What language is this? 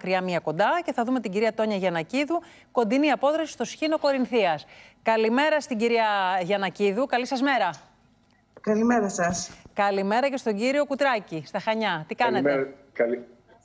Greek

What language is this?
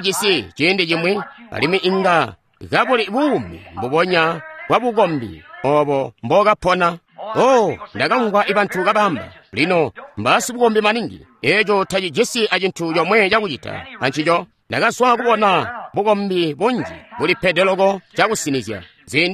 Tonga (Zambia)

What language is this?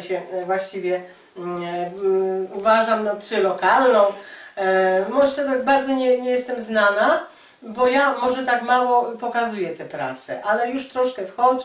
Polish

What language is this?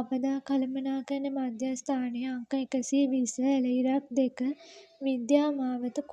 Sinhala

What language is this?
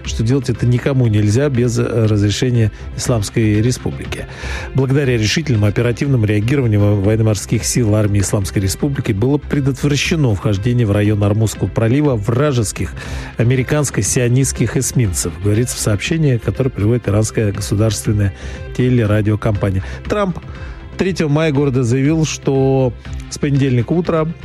Russian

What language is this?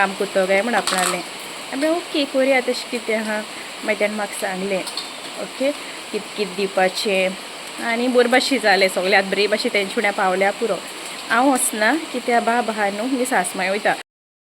Konkani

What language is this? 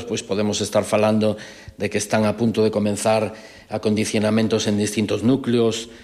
Galician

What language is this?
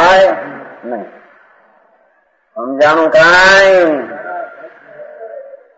Gujarati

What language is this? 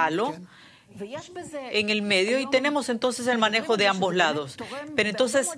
Spanish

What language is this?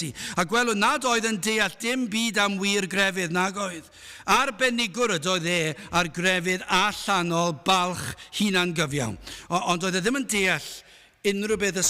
Welsh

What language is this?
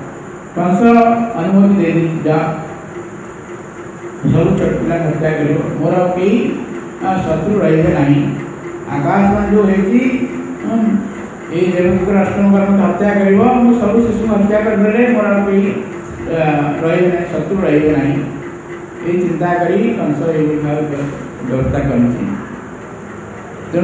Odia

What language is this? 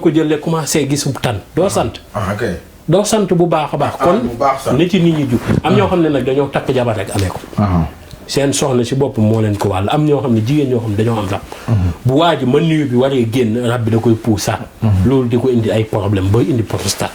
Wolof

